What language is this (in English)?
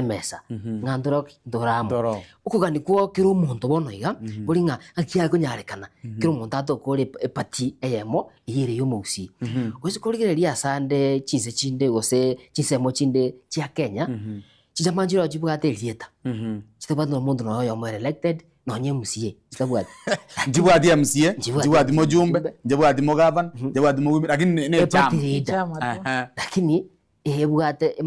Gusii